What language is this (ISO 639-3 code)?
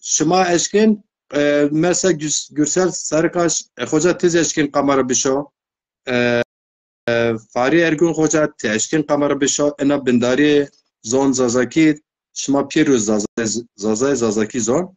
zza